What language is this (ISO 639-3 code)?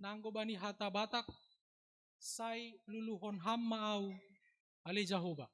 bts